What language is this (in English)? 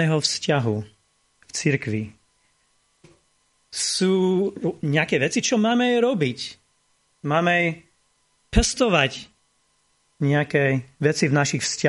Slovak